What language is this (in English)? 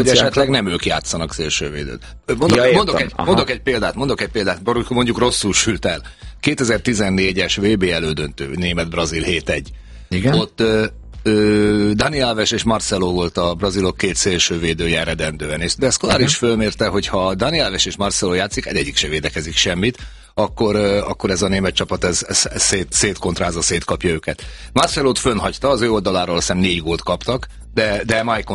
Hungarian